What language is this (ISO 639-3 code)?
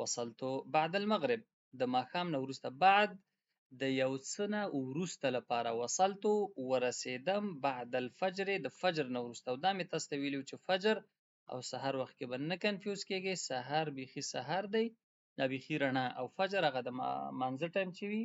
pus